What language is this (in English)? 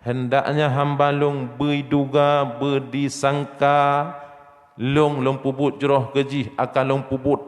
Achinese